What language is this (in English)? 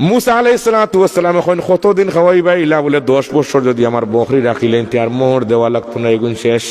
Sylheti